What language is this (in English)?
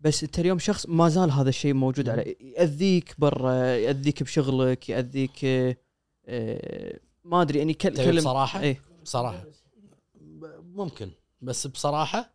Gulf Arabic